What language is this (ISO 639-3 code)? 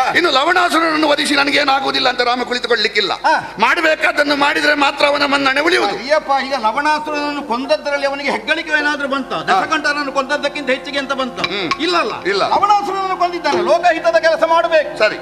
kan